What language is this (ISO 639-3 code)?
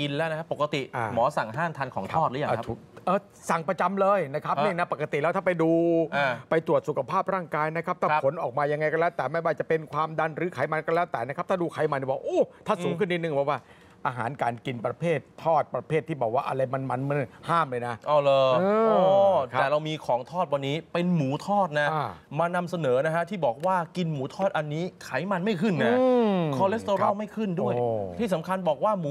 tha